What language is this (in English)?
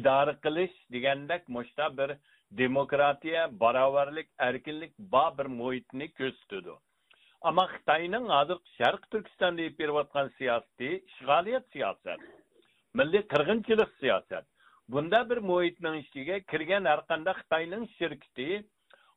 Uyghur